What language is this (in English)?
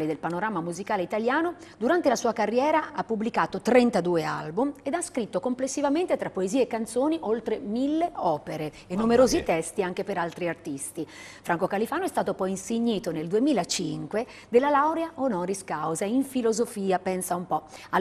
Italian